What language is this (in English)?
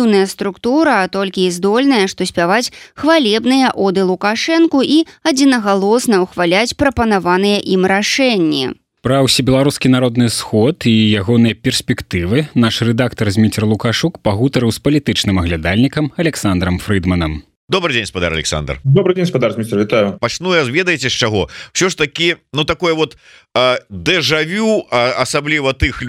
Belarusian